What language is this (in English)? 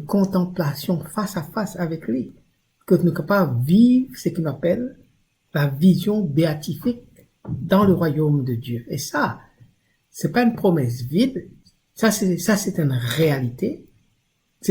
Morisyen